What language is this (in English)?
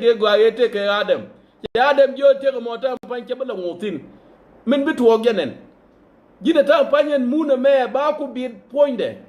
Nuer